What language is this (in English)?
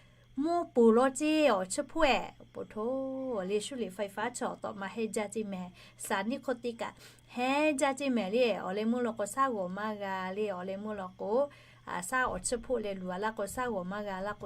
Lahu